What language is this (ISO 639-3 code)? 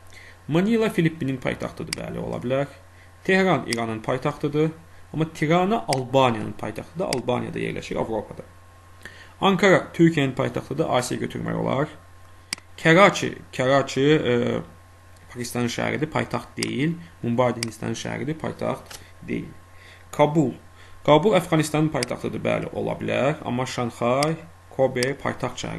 aze